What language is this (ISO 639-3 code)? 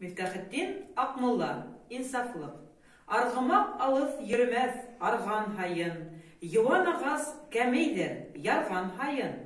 bak